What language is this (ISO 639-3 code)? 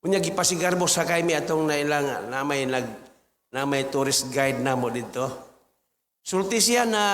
ceb